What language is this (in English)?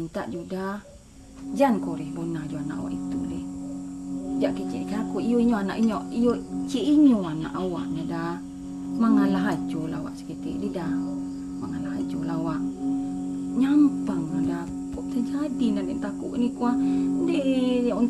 Minangkabau